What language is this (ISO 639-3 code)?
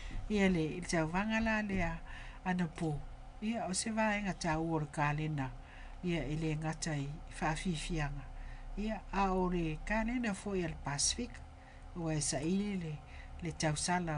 smo